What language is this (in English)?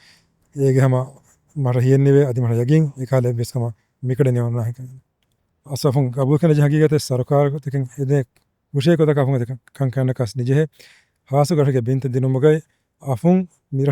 Divehi